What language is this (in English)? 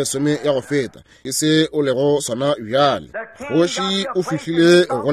Northern Sotho